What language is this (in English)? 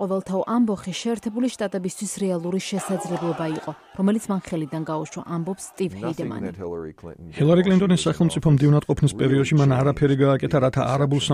Georgian